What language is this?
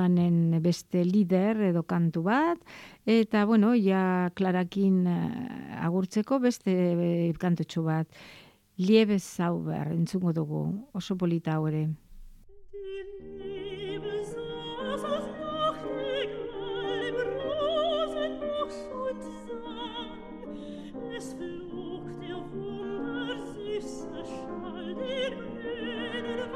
Basque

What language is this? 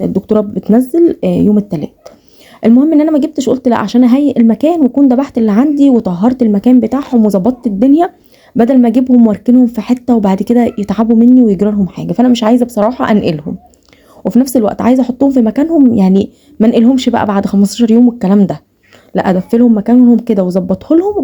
Egyptian Arabic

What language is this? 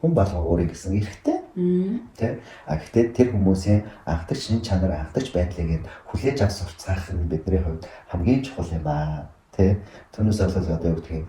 Mongolian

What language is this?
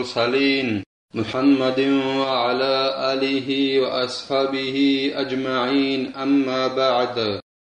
Avaric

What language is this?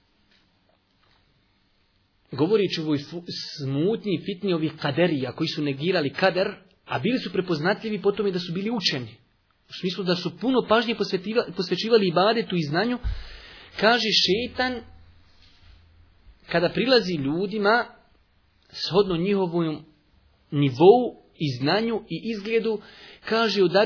Bosnian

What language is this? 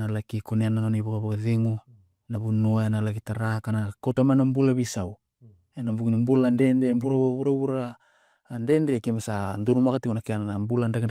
Fijian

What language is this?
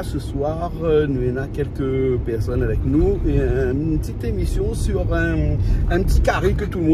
Réunion Creole French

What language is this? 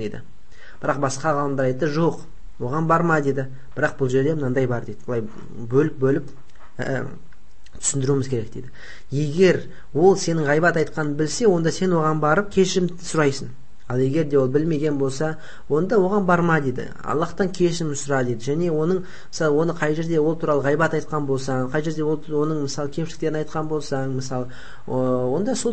Kazakh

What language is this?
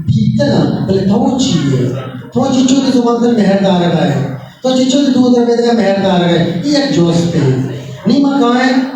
Eastern Balochi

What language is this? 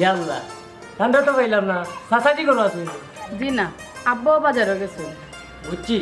Sylheti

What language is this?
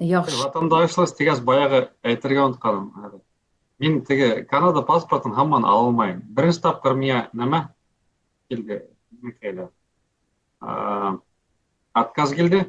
Bashkir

